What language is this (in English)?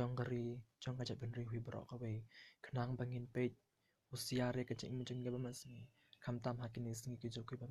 Khasi